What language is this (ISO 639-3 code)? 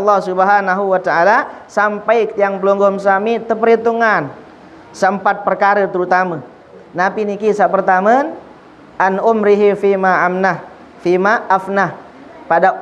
sas